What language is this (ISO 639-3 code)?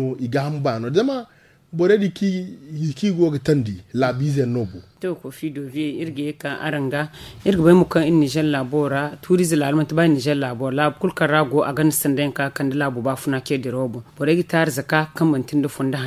dje